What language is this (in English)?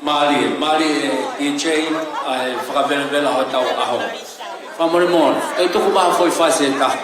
Tongan